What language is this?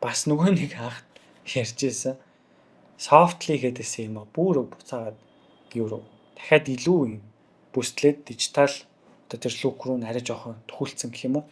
Mongolian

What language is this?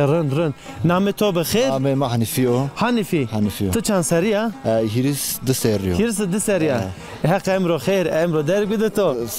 Zaza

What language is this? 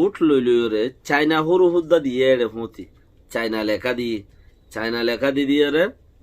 Rohingya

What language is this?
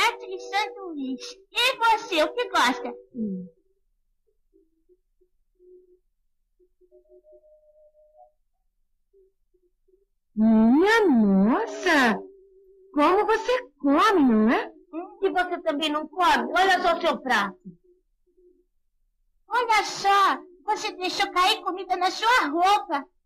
Portuguese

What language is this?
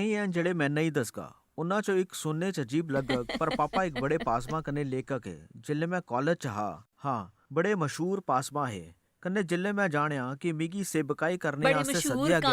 Dogri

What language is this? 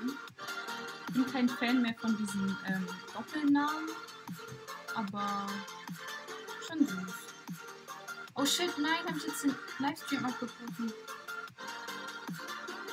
German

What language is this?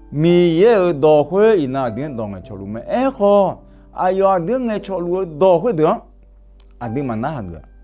Akha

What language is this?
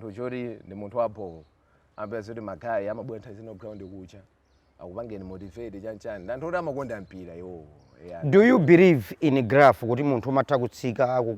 Nyanja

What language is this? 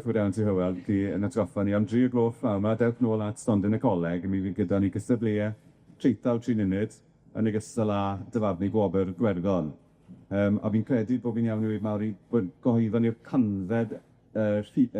Welsh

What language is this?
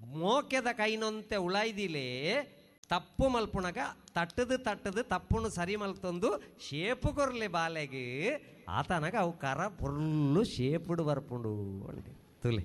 Tulu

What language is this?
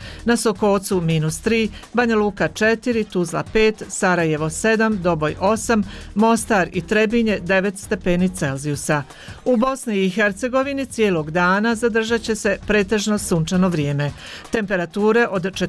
Bosnian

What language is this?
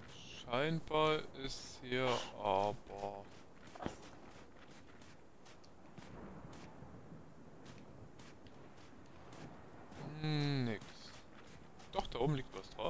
German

